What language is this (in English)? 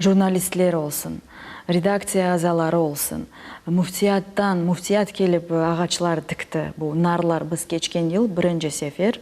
Crimean Tatar